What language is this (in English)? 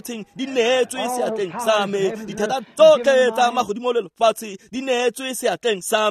Tswana